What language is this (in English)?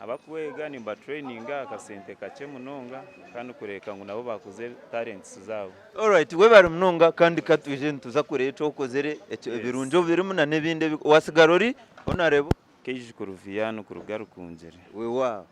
Nyankole